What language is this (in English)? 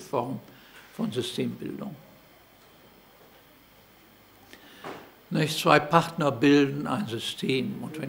German